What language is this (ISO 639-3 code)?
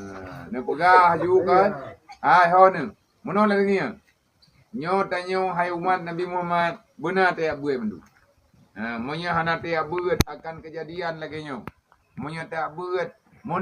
ace